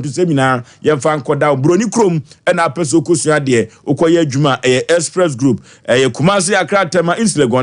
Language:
Akan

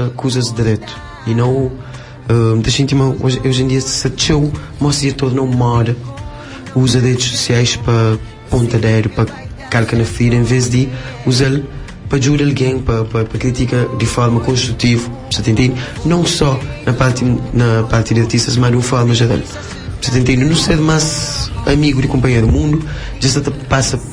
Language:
Kabuverdianu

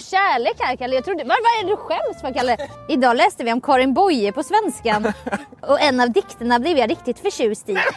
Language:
Swedish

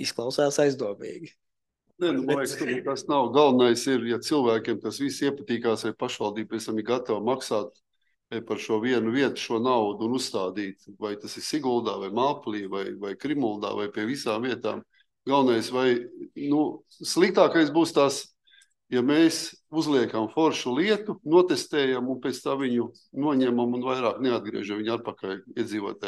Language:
Latvian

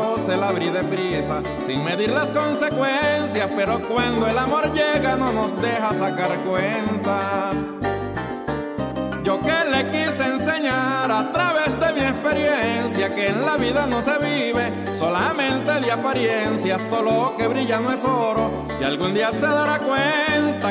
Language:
Spanish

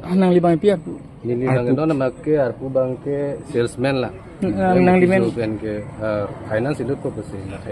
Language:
Karbi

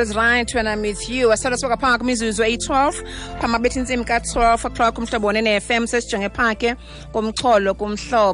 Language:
Xhosa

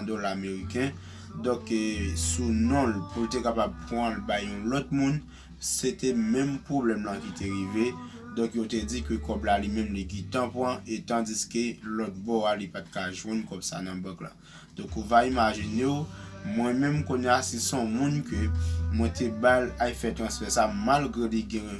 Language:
Haitian Creole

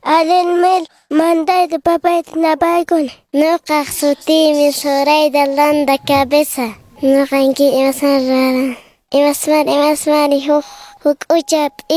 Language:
Quechua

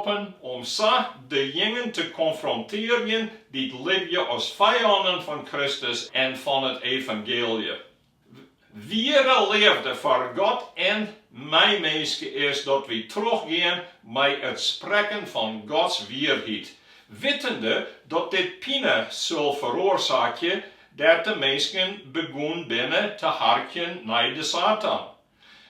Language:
Western Frisian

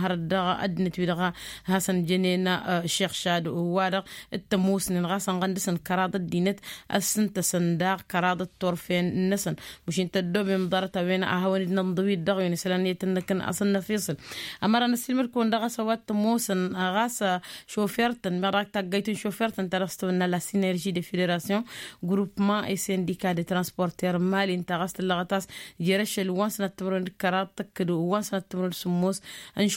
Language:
Tamasheq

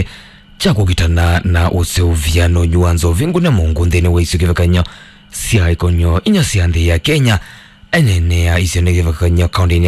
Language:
Kamba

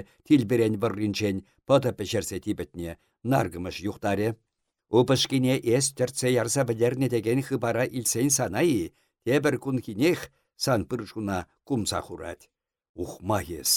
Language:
Chuvash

